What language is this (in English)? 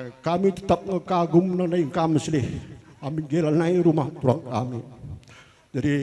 Batak Karo